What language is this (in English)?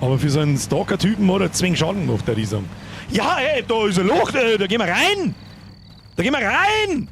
Bavarian